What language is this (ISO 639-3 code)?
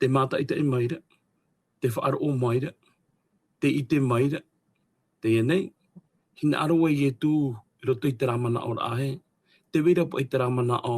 tah